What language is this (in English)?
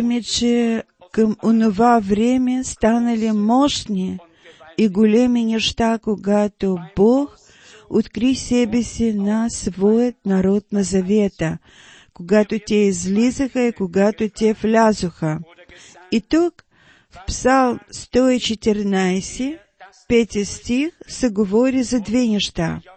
Bulgarian